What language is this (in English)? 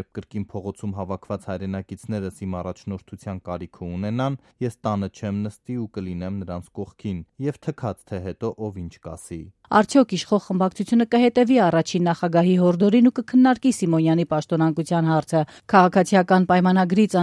Armenian